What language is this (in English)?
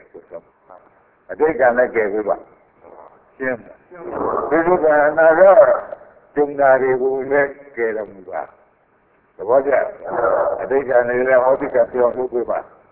Burmese